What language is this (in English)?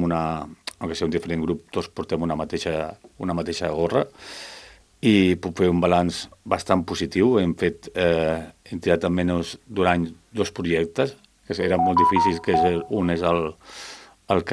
Catalan